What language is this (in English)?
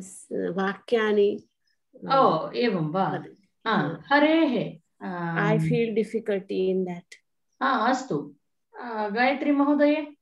Sanskrit